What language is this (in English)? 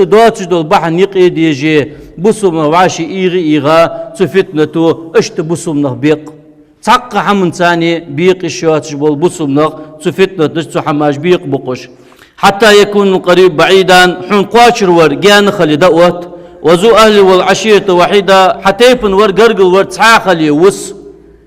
Ingush